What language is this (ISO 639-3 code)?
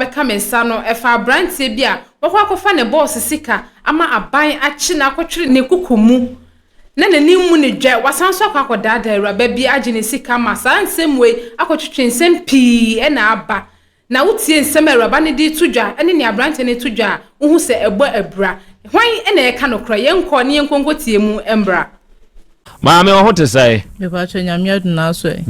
aka